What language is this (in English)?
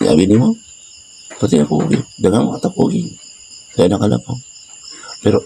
Cebuano